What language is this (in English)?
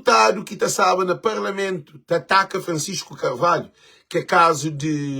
Kabuverdianu